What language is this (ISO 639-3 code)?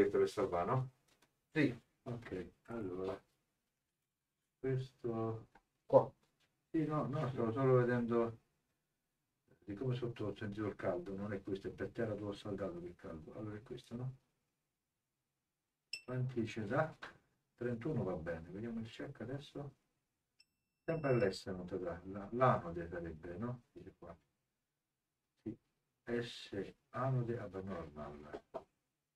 ita